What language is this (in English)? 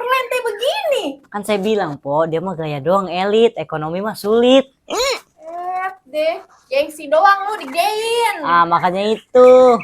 Betawi